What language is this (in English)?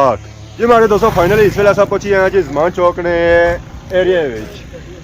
Pahari-Potwari